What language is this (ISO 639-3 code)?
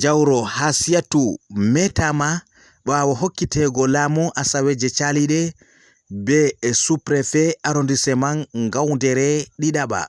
ful